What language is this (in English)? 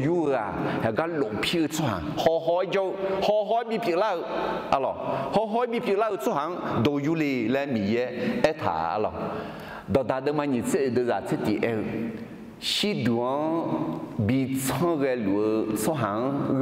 Akha